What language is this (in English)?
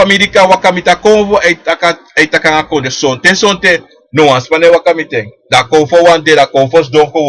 Sranan Tongo